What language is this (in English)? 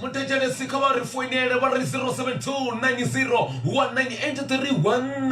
Venda